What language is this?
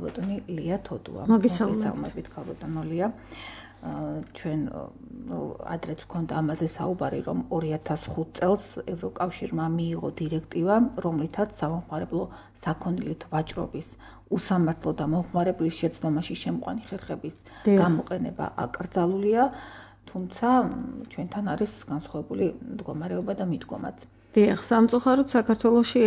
Georgian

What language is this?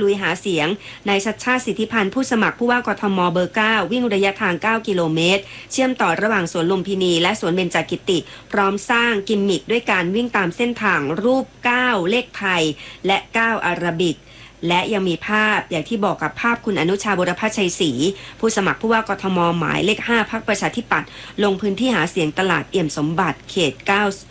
Thai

